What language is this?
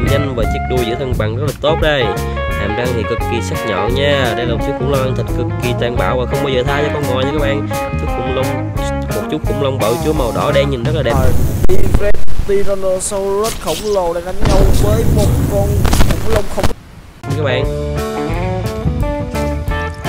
Vietnamese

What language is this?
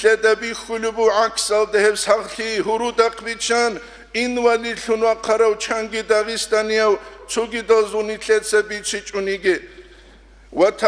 Avaric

